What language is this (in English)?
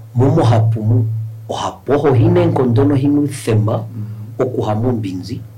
Kuanyama